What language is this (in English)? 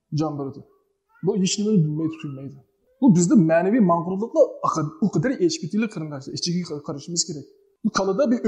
Uyghur